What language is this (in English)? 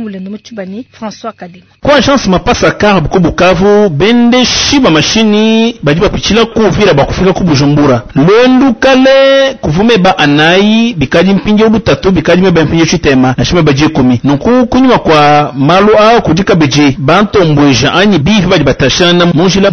Luba-Lulua